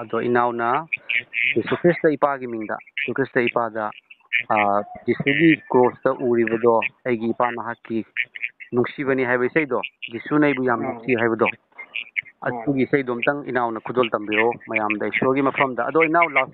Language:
Manipuri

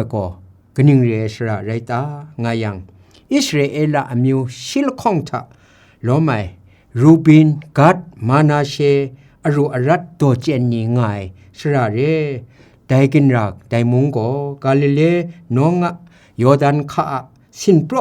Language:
Kachin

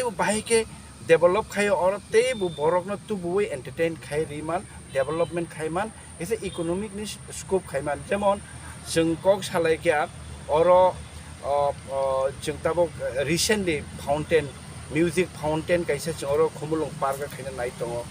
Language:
Kok Borok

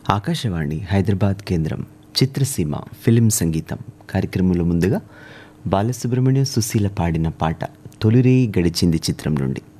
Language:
Telugu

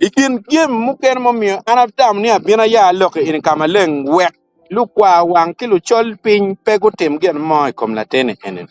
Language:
Acoli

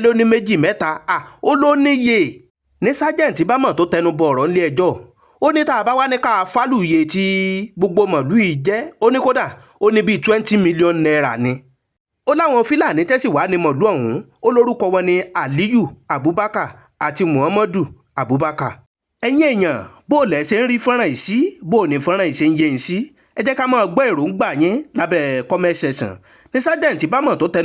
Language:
Yoruba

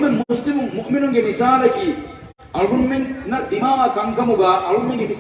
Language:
Divehi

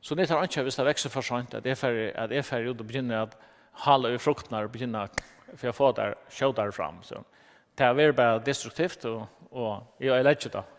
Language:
Faroese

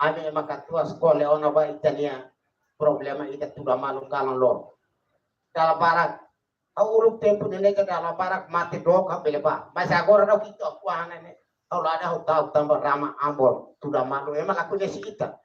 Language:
Tetum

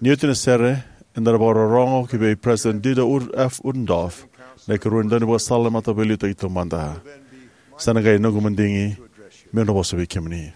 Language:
Fijian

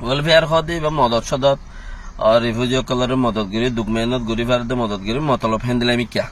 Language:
Rohingya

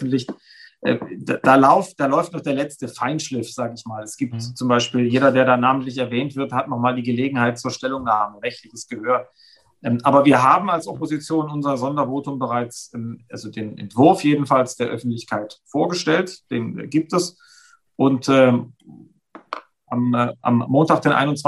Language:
German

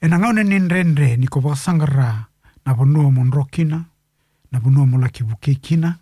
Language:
Fijian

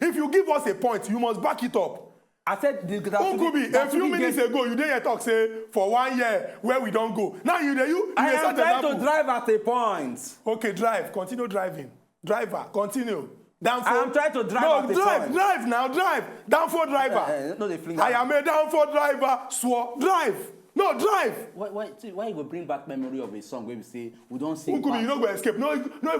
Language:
Nigerian Pidgin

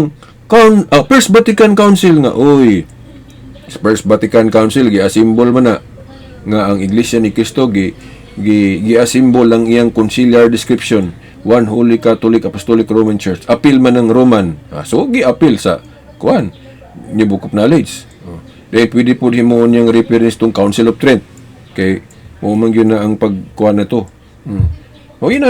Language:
Cebuano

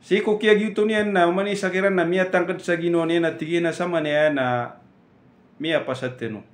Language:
Maranao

